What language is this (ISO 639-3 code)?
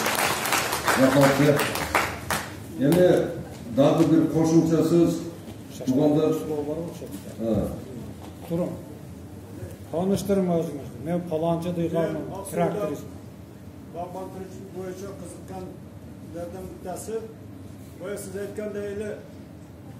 kir